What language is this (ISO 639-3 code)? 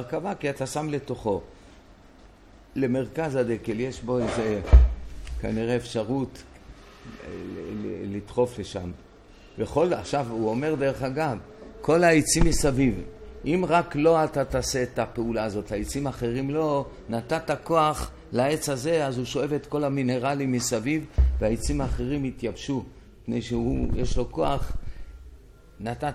heb